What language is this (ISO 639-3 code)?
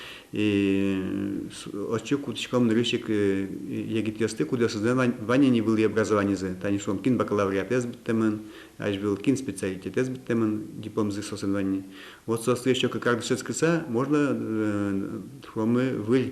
udm